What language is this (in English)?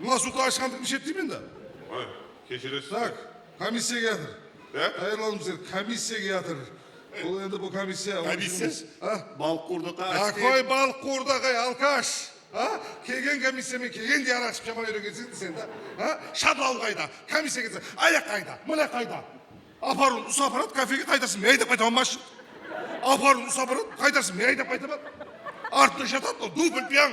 Kara-Kalpak